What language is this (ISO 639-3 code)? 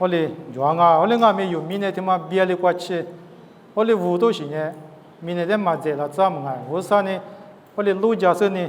lis